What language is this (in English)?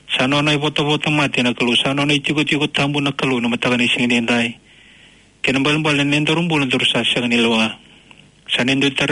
Fijian